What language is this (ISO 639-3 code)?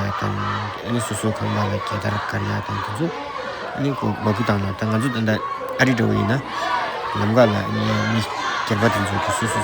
bod